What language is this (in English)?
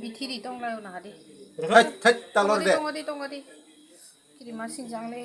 Kok Borok